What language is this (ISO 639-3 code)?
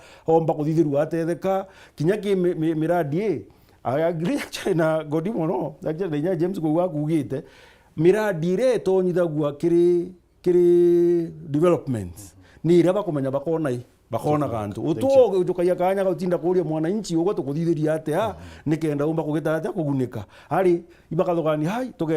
mer